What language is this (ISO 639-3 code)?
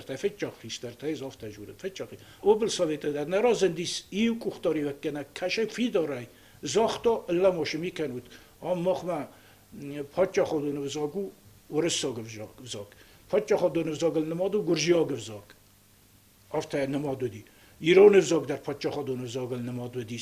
oss